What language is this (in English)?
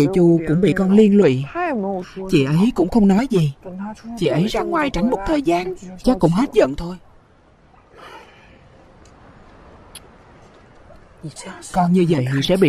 Vietnamese